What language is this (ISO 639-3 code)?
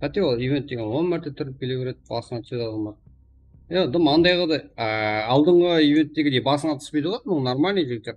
kaa